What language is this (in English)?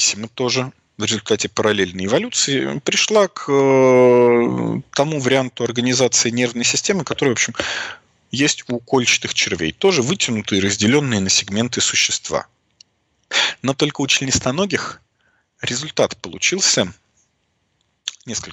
Russian